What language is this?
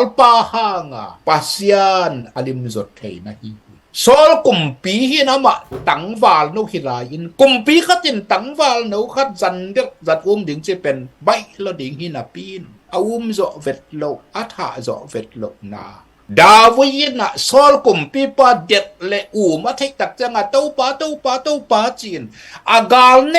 Tedim Chin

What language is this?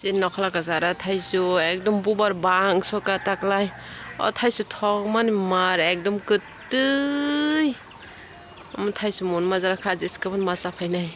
Kok Borok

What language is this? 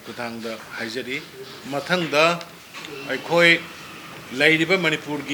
Manipuri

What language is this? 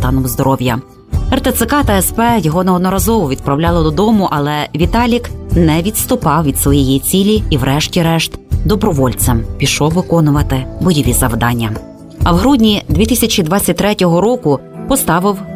Ukrainian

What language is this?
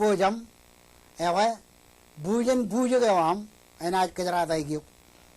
Marshallese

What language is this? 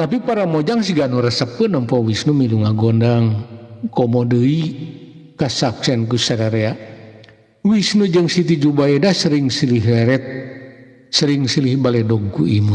Sundanese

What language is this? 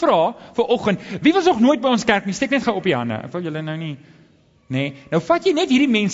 Afrikaans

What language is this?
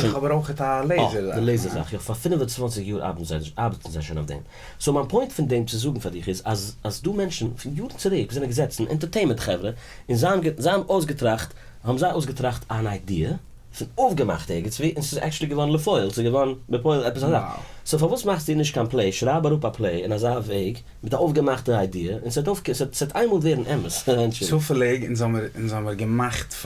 Yiddish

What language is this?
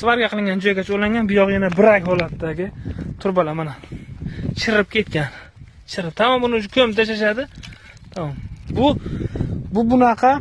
Uzbek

